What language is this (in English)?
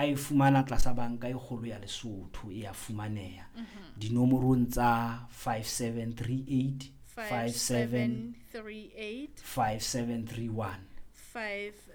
Southern Sotho